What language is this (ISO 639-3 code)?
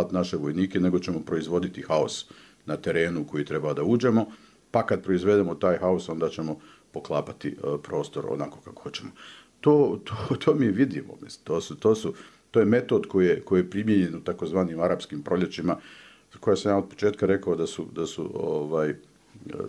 bos